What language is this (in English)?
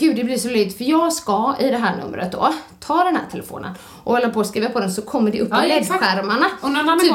Swedish